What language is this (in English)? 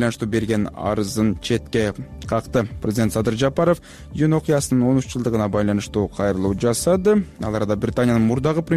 Kyrgyz